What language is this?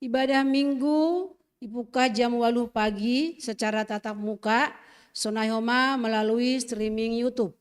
Batak Simalungun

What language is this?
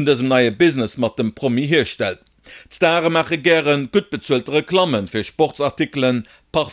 Luxembourgish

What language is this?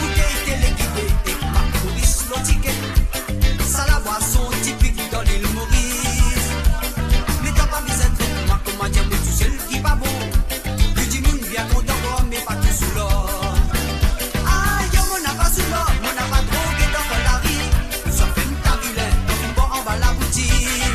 Morisyen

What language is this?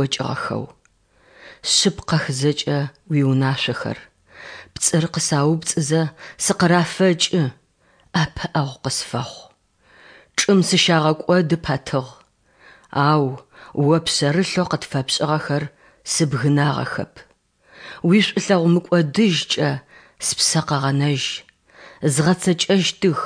Adyghe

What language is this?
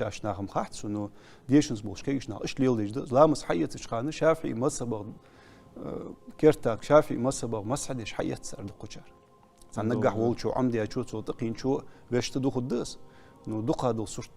Ingush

